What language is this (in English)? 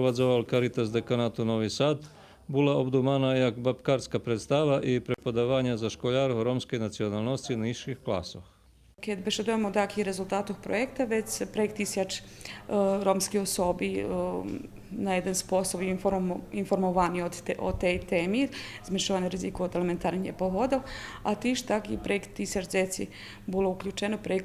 Rusyn